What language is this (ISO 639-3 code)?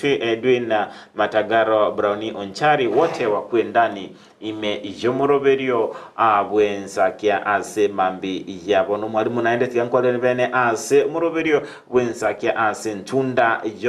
guz